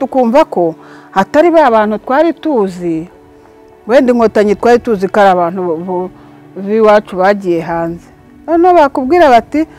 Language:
Kinyarwanda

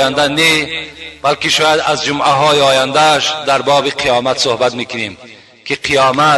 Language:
Tajik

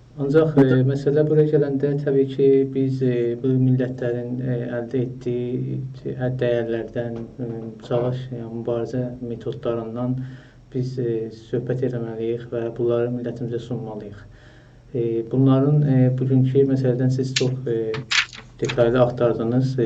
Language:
South Azerbaijani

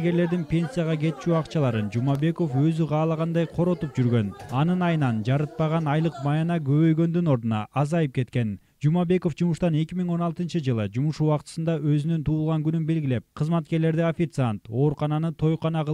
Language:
Kyrgyz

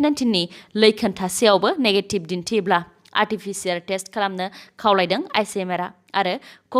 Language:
Bodo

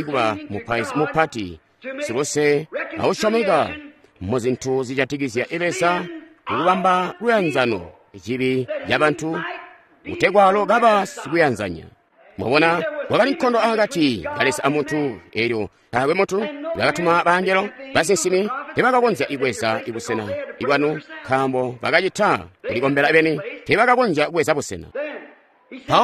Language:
Tonga (Zambia)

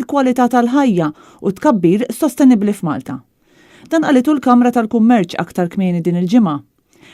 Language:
Maltese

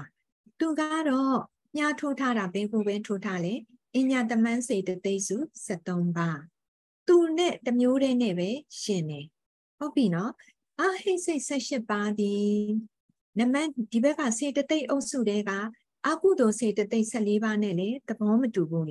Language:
Burmese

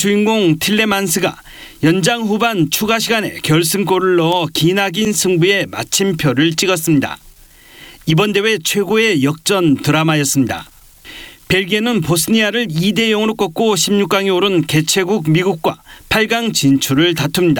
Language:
Korean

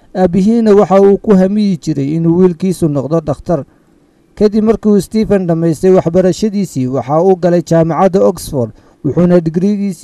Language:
Somali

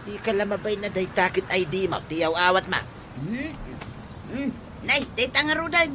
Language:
Iloko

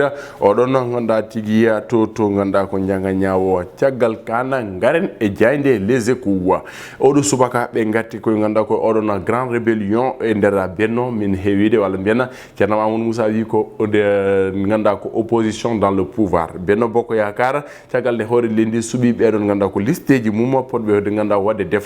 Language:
Fula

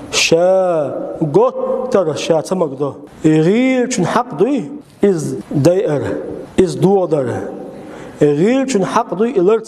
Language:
Chechen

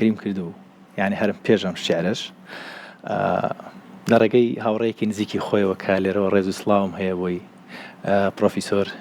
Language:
Central Kurdish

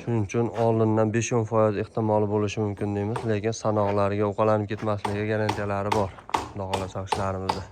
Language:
Uzbek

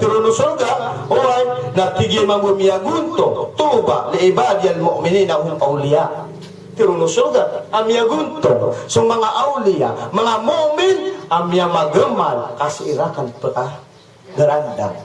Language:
Maranao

